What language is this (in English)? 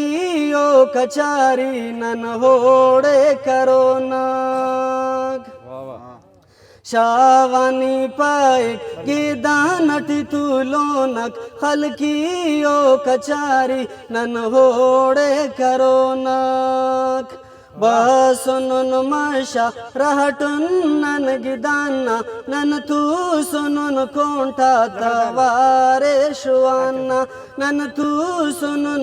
Brahui